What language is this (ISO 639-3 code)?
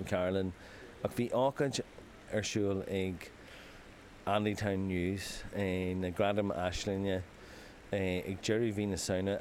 gle